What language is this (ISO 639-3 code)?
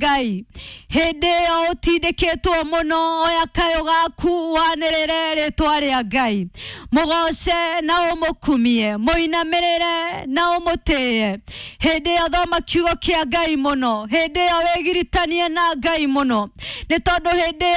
kik